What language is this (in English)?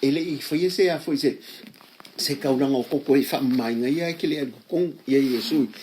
Samoan